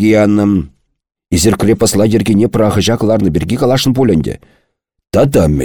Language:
Chuvash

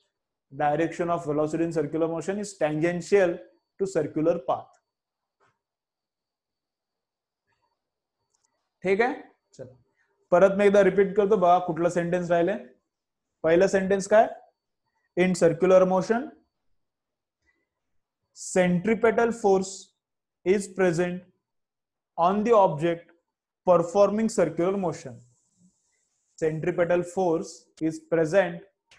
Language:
Marathi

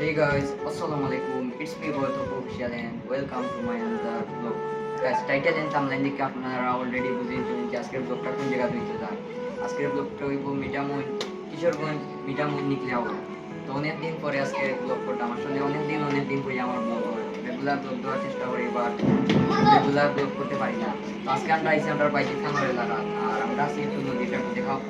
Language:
Sylheti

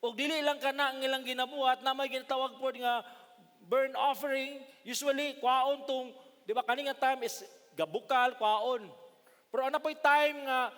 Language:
Cebuano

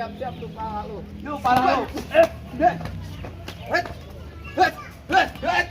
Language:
Betawi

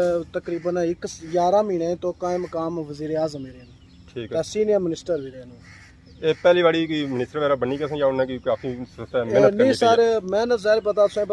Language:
Pahari-Potwari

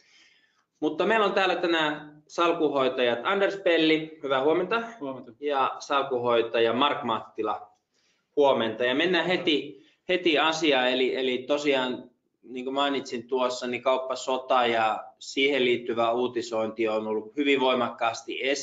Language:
Finnish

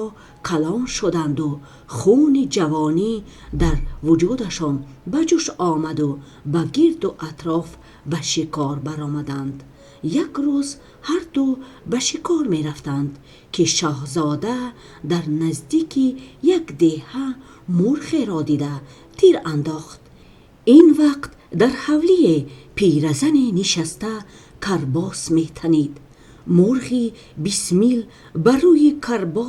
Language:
Tajik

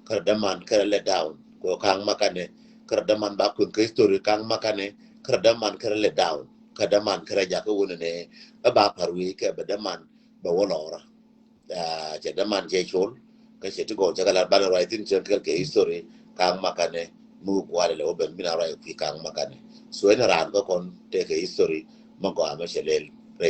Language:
Nuer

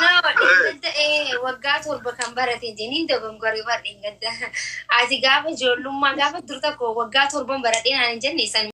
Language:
Oromo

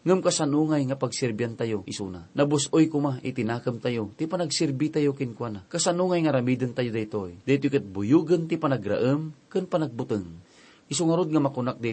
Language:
Iloko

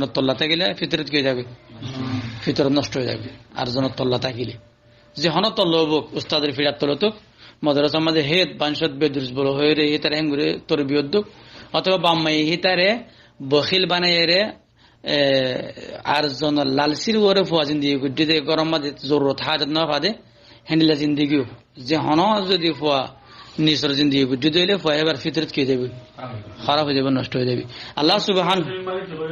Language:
Rohingya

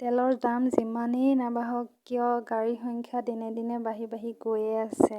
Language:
Assamese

